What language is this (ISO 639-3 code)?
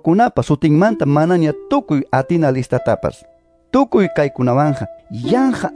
que